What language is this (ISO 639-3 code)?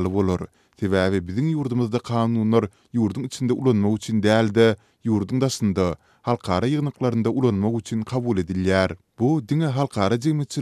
tuk